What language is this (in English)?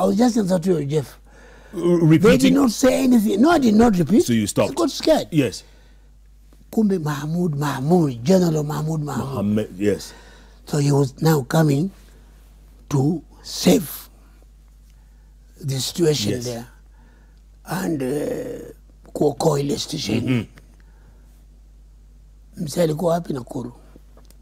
Swahili